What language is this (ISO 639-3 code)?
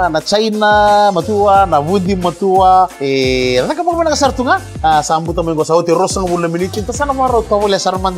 fij